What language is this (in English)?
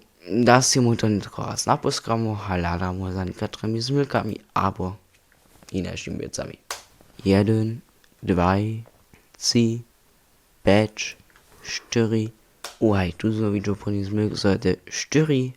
Upper Sorbian